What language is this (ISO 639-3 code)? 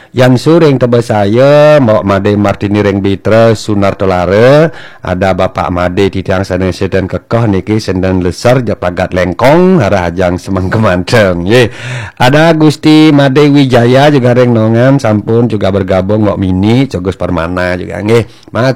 ban